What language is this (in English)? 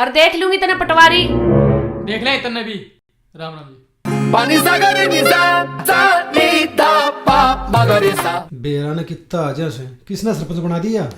Haryanvi